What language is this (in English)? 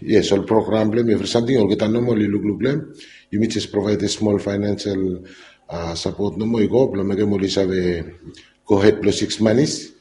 Bislama